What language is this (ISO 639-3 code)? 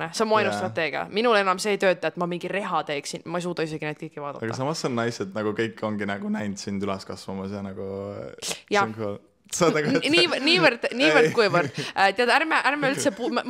est